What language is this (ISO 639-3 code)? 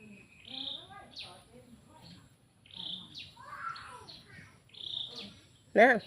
lao